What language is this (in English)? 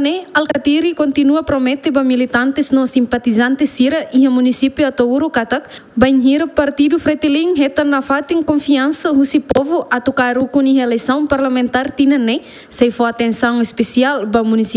Tetum